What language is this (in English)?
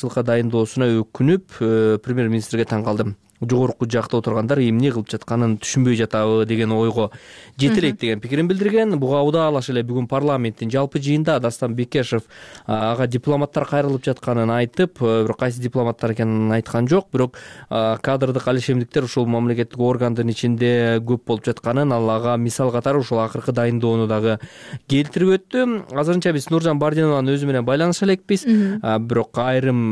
Kyrgyz